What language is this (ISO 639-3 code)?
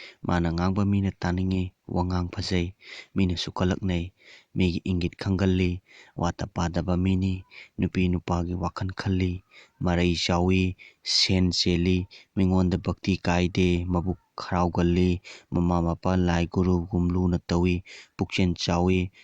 mni